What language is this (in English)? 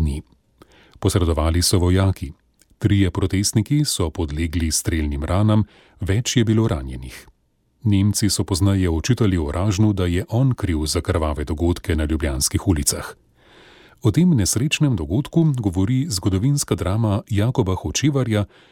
Slovenian